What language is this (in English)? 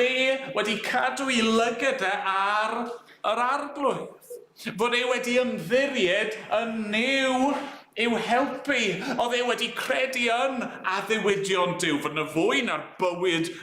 Welsh